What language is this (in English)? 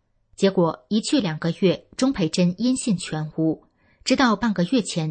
Chinese